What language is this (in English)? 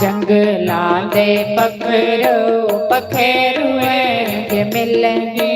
Dogri